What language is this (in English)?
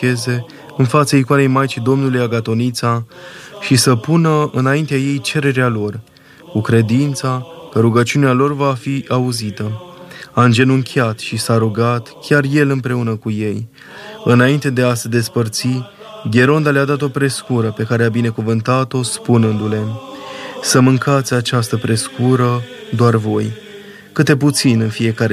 Romanian